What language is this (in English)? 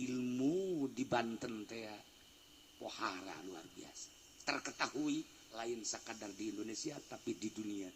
Sundanese